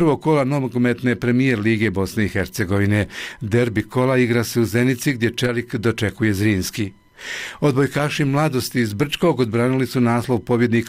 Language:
Bosnian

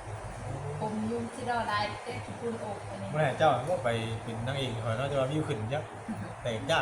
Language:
Northeastern Thai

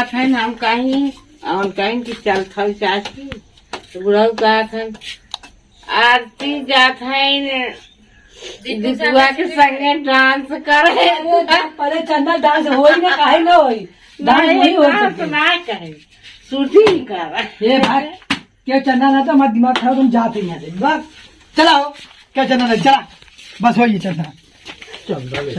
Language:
Awadhi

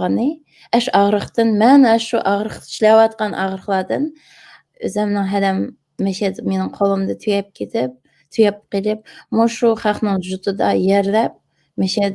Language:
Uyghur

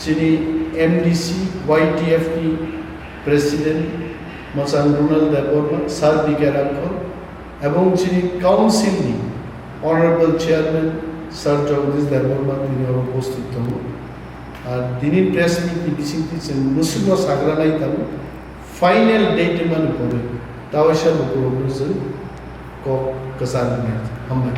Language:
Kok Borok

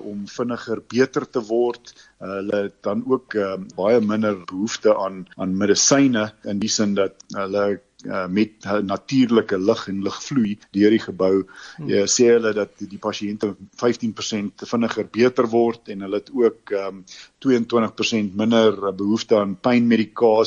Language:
Afrikaans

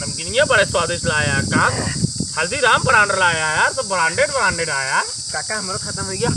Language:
Awadhi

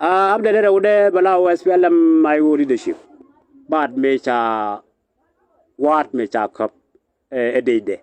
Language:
Nuer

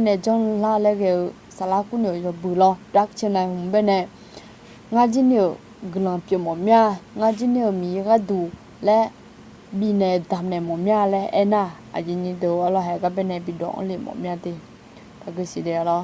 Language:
Akha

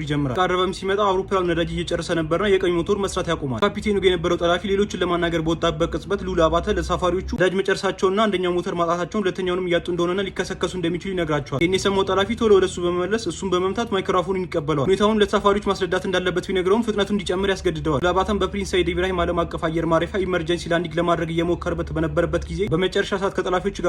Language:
Amharic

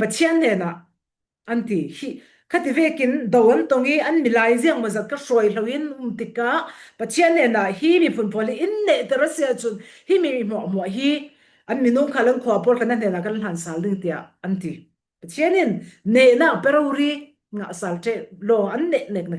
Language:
Falam Chin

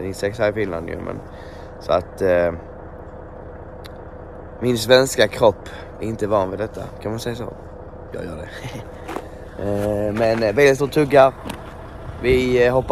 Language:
Swedish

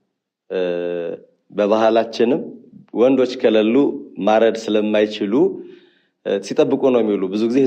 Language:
Amharic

